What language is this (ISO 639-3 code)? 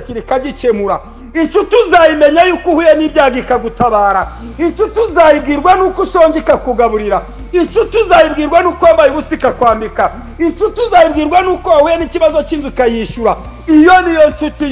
kin